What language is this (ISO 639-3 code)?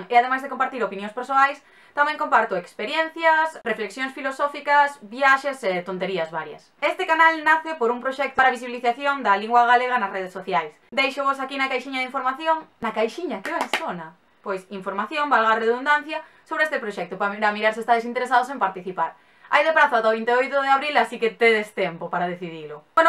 glg